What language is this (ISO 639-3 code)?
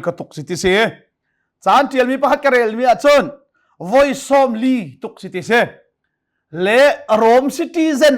cnh